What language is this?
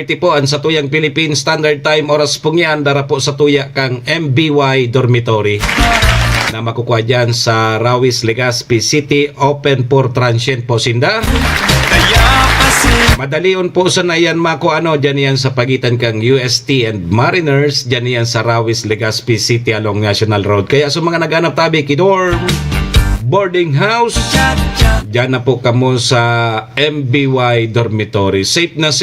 Bikol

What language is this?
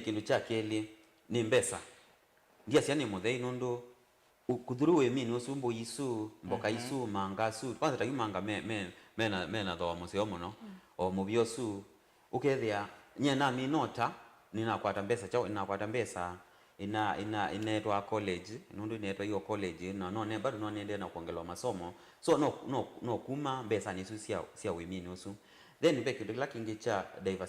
Kamba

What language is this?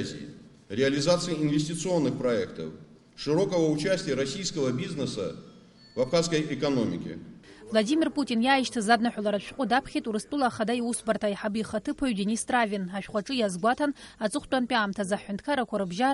Abkhazian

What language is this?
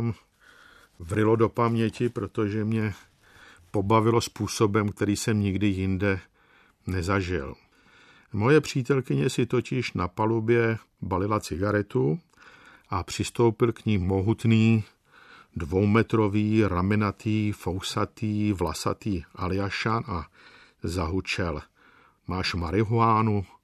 Czech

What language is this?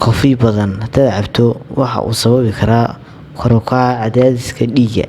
Somali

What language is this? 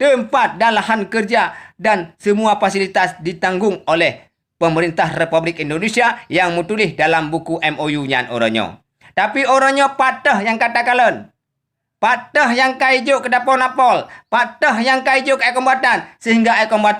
Achinese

